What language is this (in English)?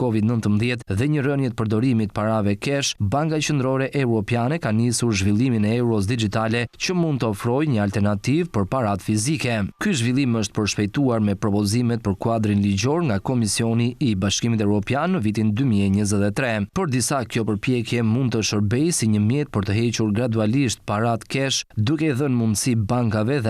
Albanian